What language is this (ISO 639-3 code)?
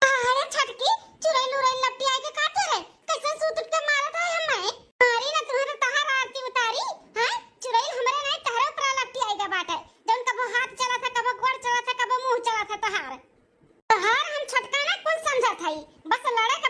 awa